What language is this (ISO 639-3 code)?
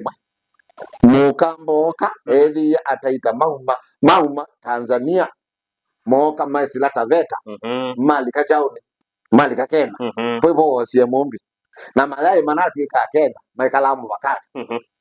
kam